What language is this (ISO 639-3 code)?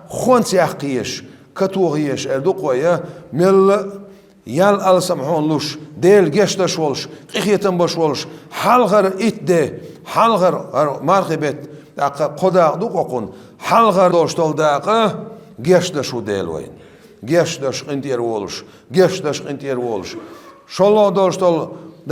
che